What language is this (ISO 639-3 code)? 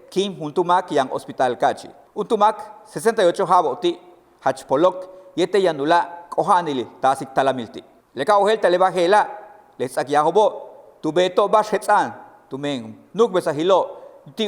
yua